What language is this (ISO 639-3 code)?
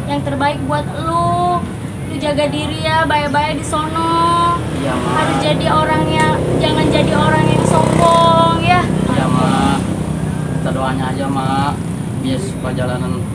bew